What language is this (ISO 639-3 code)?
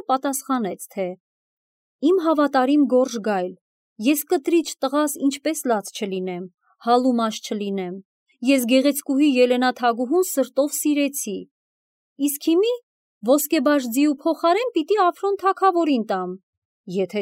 hye